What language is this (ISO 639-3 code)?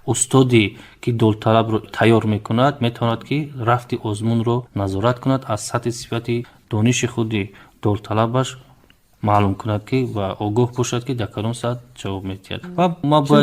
tgk